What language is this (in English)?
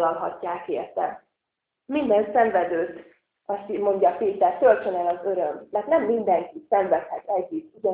Hungarian